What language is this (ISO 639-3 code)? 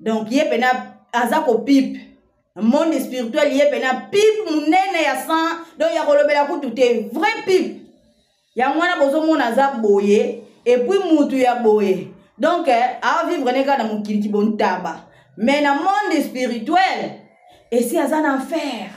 lin